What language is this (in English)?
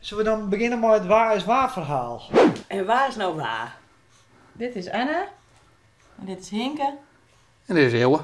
Western Frisian